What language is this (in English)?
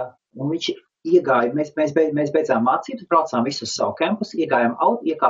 Latvian